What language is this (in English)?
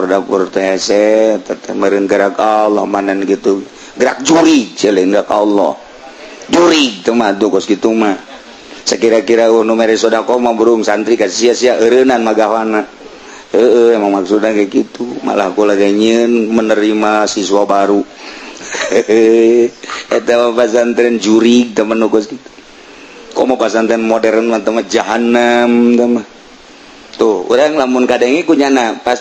Sundanese